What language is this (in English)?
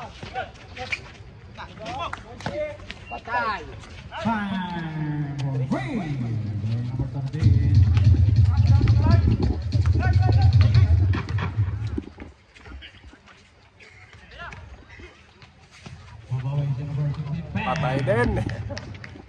Filipino